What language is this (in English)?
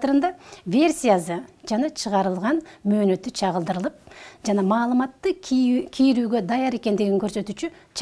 Kyrgyz